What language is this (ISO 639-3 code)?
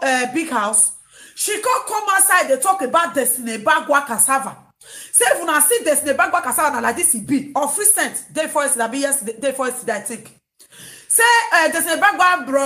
pcm